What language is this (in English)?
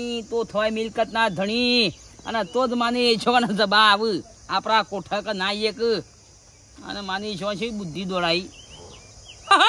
Gujarati